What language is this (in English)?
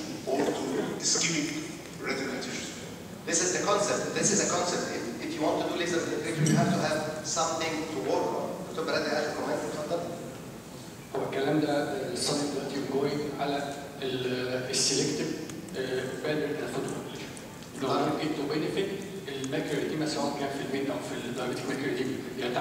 Egyptian Arabic